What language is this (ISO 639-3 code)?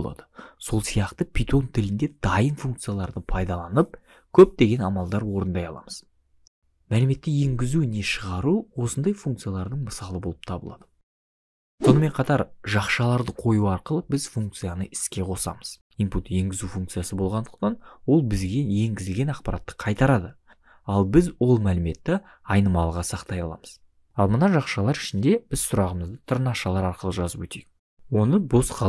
kaz